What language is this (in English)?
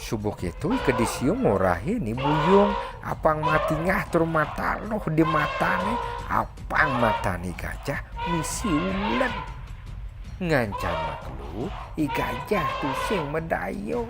Balinese